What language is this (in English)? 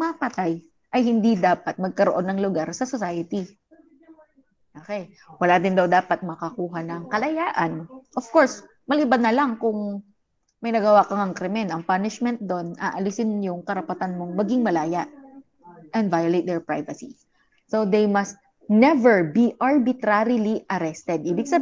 Filipino